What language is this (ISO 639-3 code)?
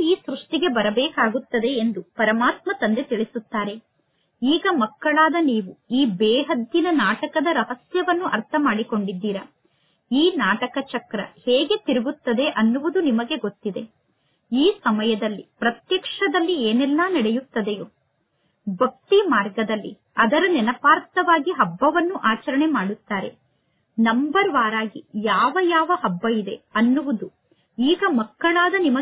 kan